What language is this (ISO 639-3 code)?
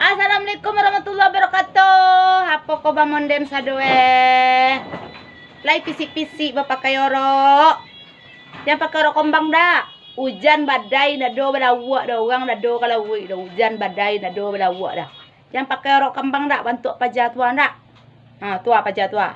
min